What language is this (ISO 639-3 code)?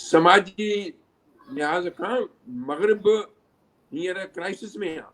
snd